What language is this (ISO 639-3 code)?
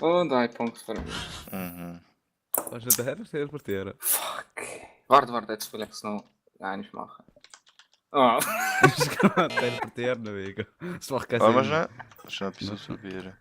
gsw